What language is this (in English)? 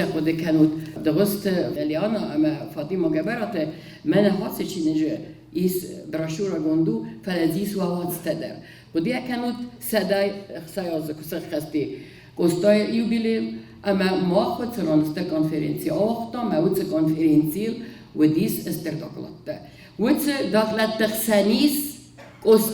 Ossetic